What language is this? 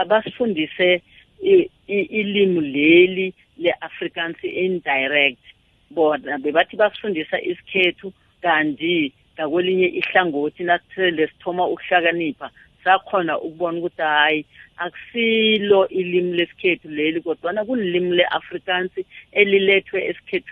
South Ndebele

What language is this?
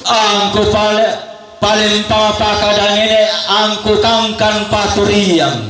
Toraja-Sa'dan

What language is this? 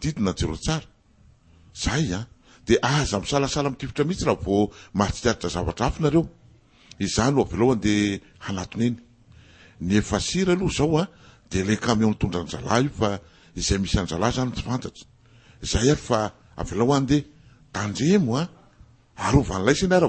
Malagasy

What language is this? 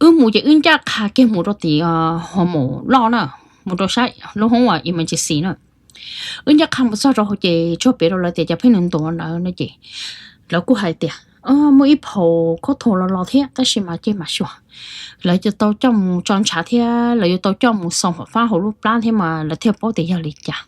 Hmong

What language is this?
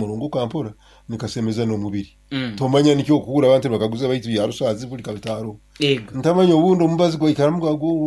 Nyoro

